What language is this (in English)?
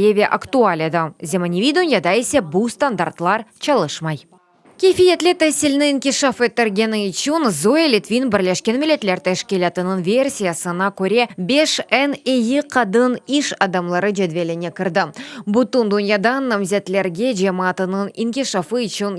Crimean Tatar